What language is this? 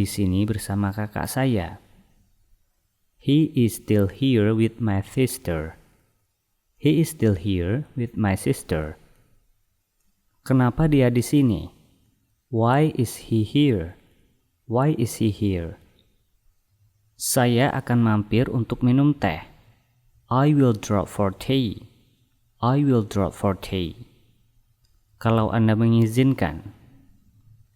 Indonesian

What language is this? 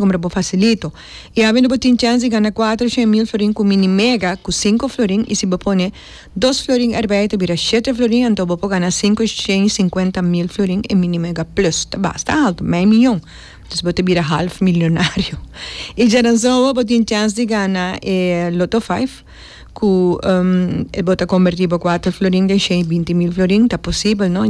Papiamento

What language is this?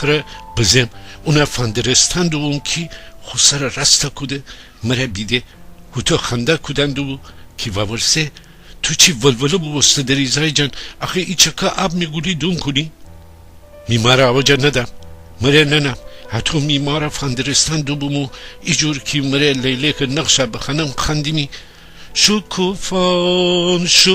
Gilaki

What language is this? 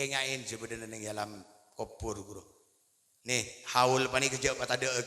Madurese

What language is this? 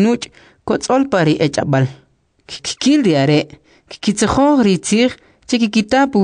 Kʼicheʼ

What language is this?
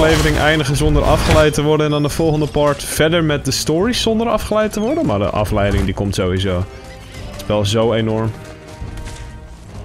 Dutch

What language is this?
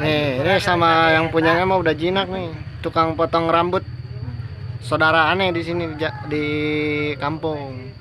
Betawi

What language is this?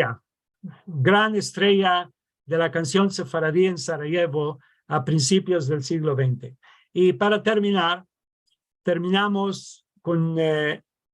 Ladino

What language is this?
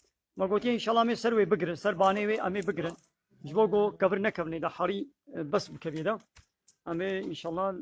Kurdish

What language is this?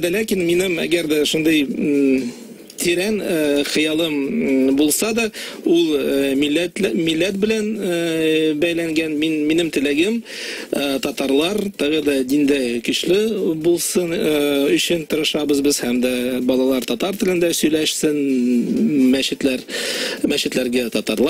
Tatar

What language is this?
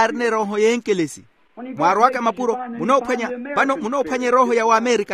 Makhuwa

